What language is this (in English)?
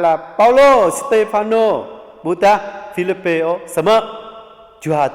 Jarai